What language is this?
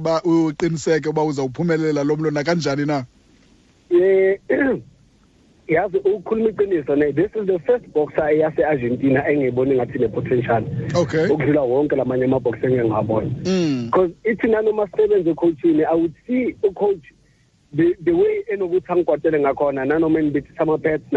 Xhosa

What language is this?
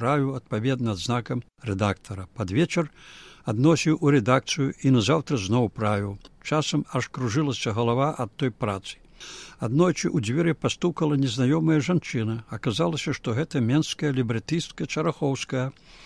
Belarusian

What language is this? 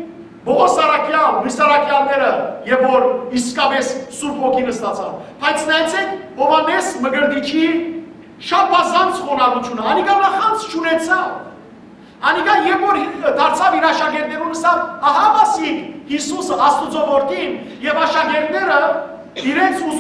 Western Armenian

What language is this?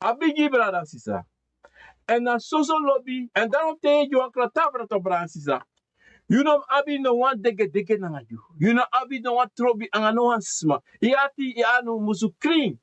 Sranan Tongo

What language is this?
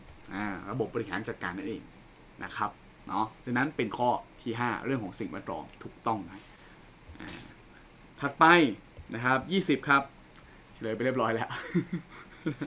Thai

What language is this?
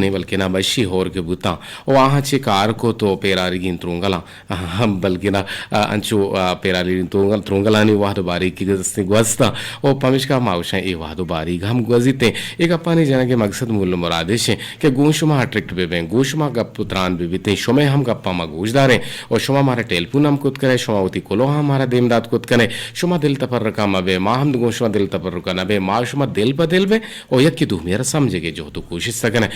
Eastern Balochi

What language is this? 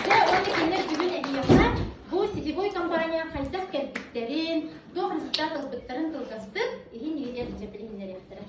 Yakut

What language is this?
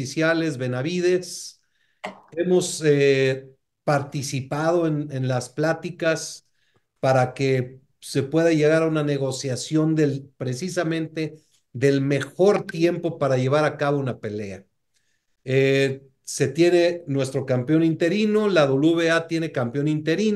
Spanish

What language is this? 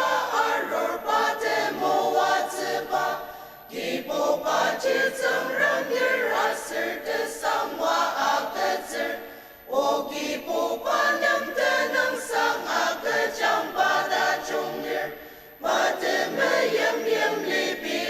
Ao Naga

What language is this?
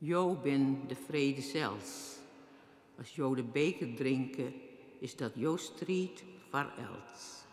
Western Frisian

